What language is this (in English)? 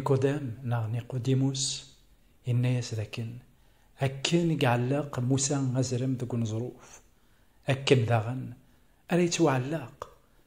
Kabyle